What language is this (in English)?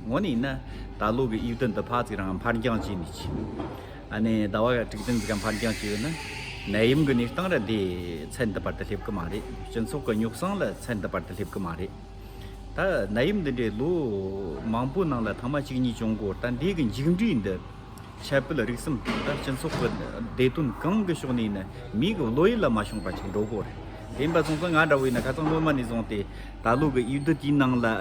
Tibetan